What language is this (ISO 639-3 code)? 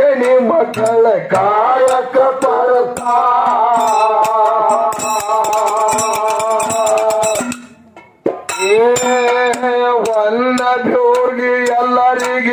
kan